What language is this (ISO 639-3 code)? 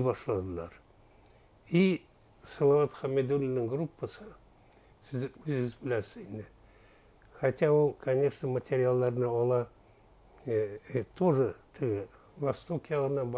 bak